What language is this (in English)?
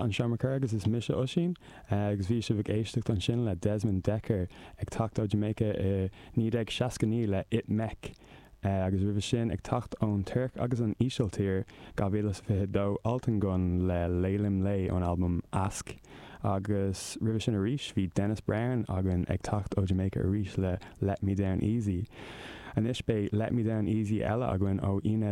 Irish